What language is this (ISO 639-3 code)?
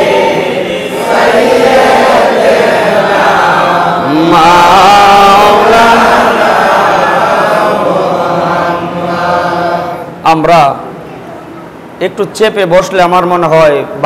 ben